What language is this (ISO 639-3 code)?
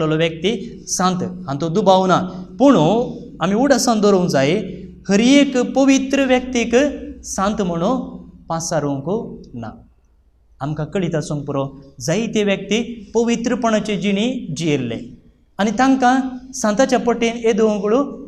kok